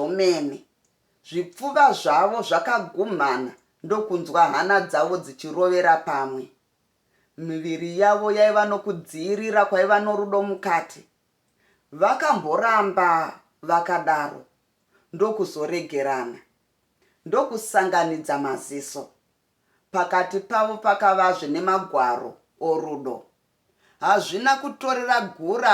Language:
Shona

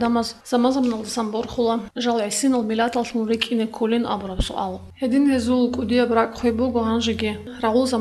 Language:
Avaric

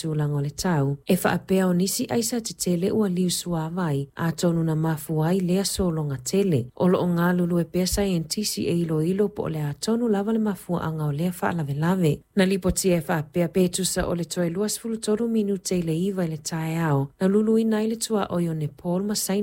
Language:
Samoan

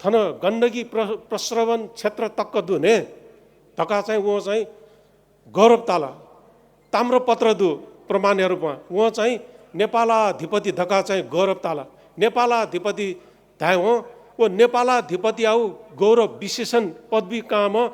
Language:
Newari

